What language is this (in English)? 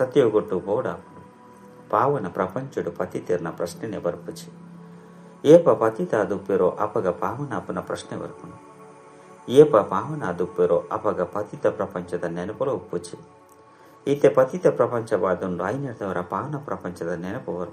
Tulu